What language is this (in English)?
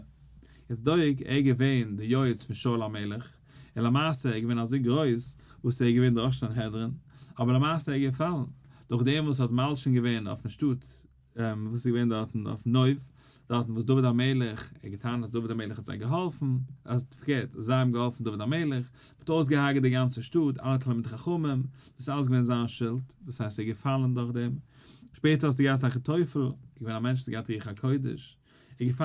Yiddish